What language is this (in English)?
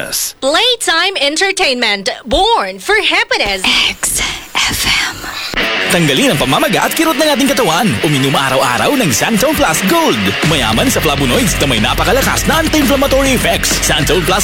Filipino